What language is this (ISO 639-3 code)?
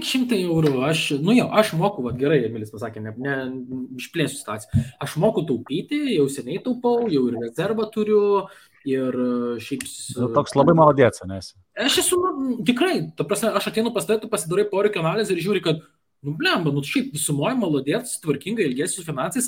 lit